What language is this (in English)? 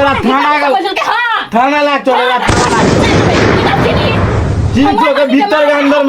Maithili